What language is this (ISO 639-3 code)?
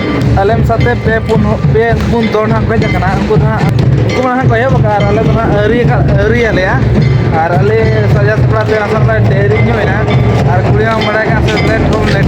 sat